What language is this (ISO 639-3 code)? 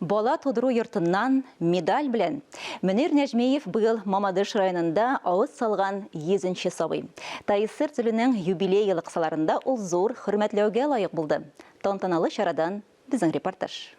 tat